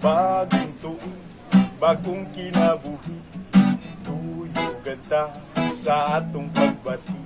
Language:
Cebuano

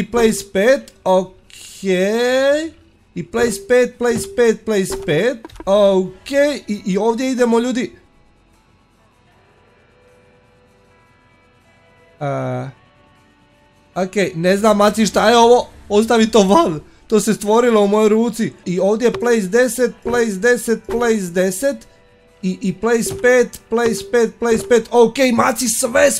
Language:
Croatian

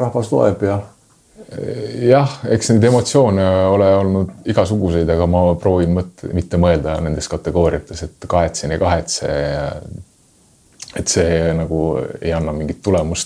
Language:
Estonian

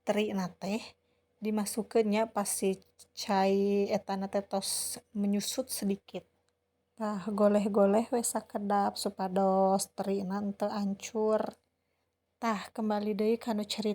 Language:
Sundanese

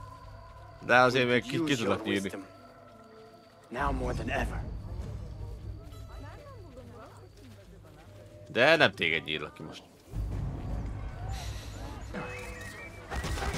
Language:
Hungarian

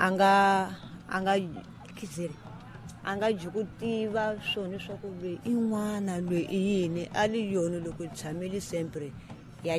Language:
Tsonga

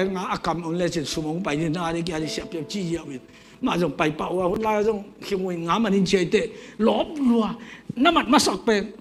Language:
Tedim Chin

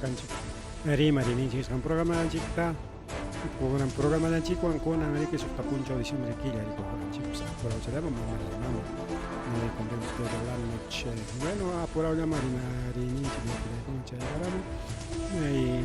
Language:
Ayacucho Quechua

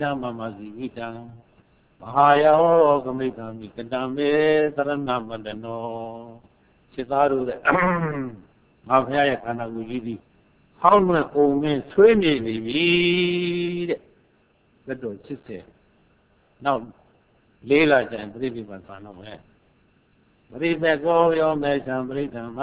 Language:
Burmese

